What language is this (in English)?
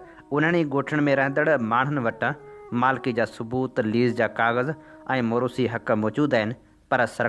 Sindhi